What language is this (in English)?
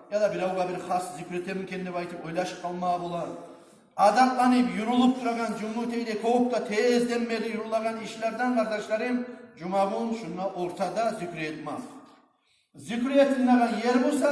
Kumyk